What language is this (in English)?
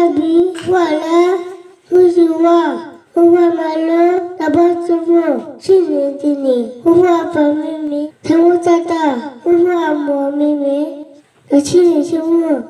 S'gaw Karen